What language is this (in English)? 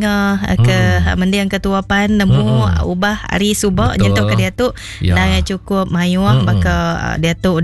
Iban